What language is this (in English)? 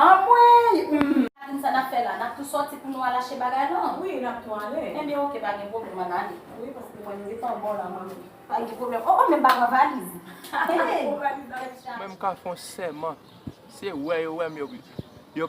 Haitian Creole